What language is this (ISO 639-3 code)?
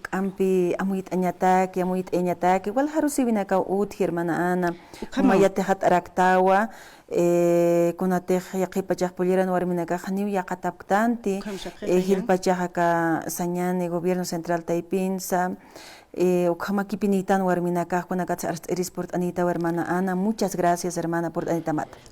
aym